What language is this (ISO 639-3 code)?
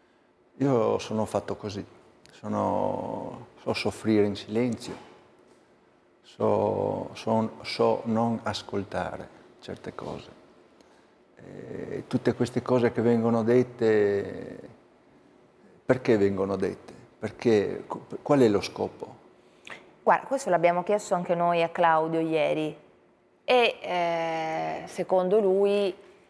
ita